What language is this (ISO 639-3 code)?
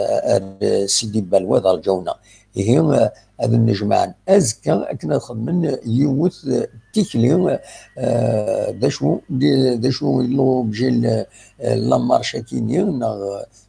kab